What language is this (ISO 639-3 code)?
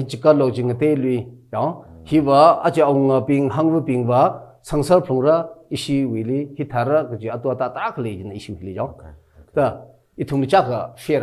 nmf